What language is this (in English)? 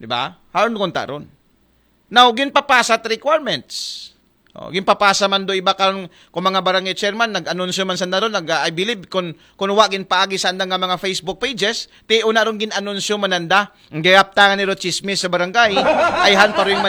Aklanon